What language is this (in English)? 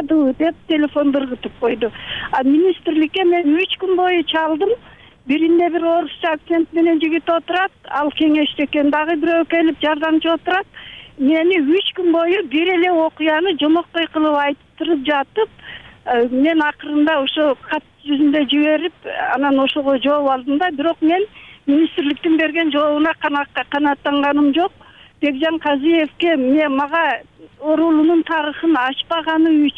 Kyrgyz